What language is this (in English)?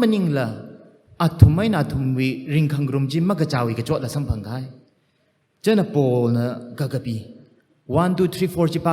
Tangkhul Naga (India)